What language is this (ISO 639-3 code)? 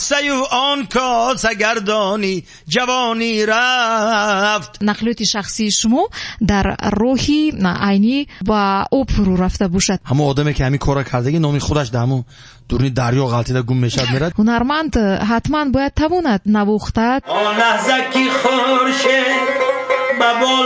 tgk